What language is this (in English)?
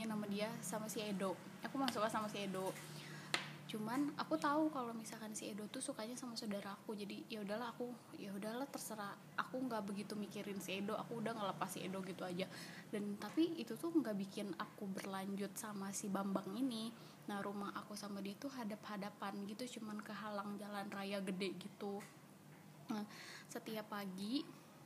Indonesian